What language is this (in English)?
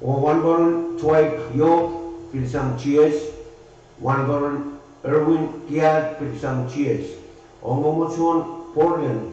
Pohnpeian